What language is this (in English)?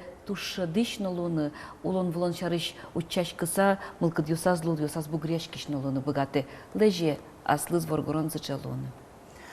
Udmurt